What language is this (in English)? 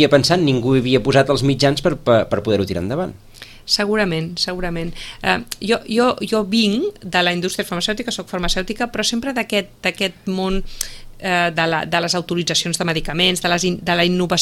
Catalan